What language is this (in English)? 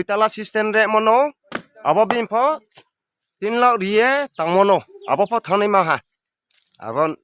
Riang (India)